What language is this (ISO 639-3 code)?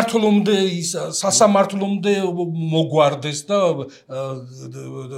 kat